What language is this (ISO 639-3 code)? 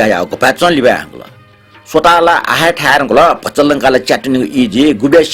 new